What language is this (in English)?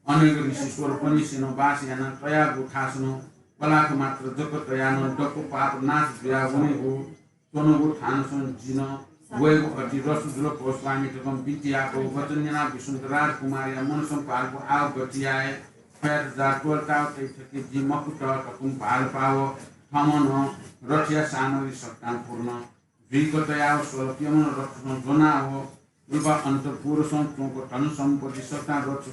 Newari